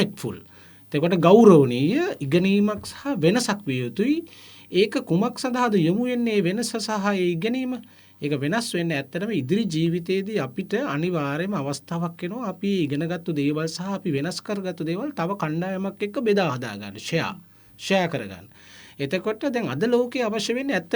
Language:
Sinhala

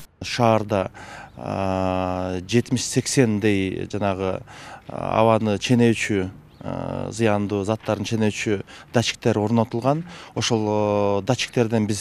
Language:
Kyrgyz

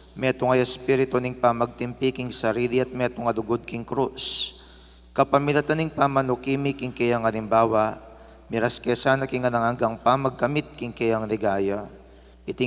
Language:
Pampanga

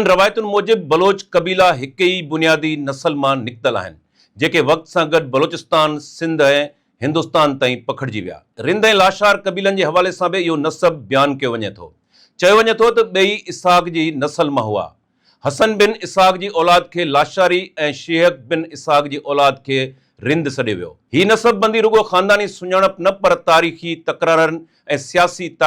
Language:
Sindhi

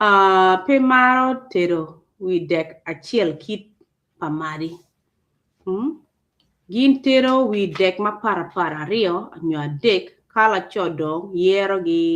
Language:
Acoli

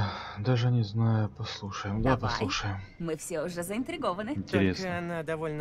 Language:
Russian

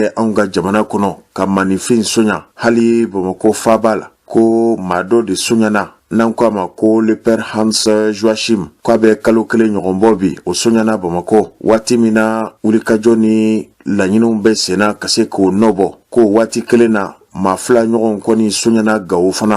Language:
Bambara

